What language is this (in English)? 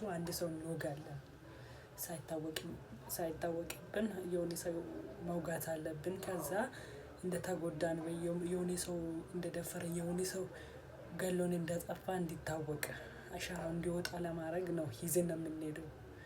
Amharic